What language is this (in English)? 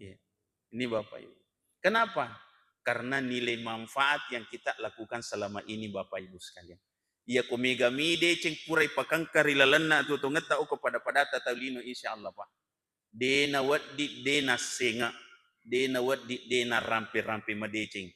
Buginese